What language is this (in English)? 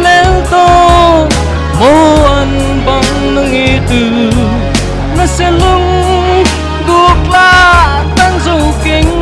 Paite Chin